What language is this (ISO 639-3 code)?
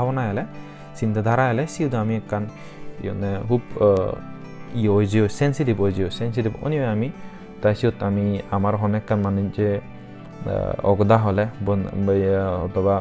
ccp